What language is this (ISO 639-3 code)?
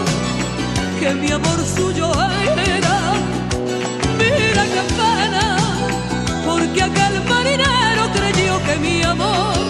spa